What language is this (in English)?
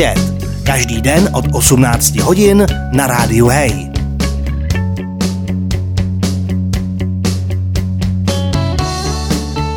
Czech